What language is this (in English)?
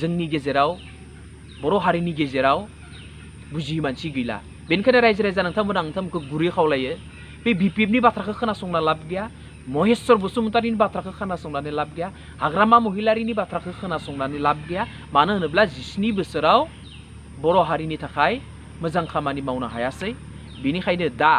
Bodo